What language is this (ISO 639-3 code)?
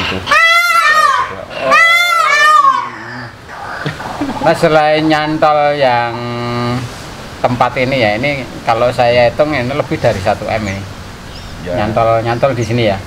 ind